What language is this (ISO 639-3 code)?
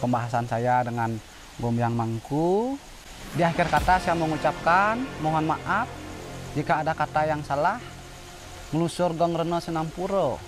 ban